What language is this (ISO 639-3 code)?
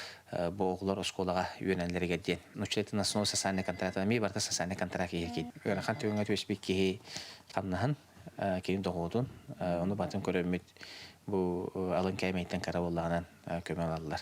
sah